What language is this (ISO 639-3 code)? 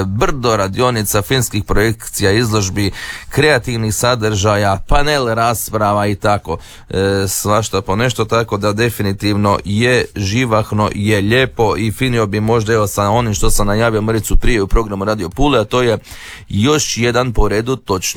hrv